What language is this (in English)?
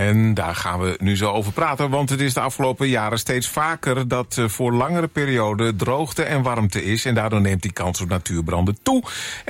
Dutch